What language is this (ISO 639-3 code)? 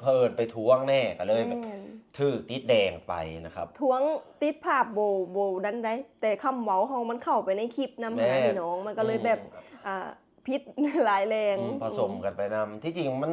lao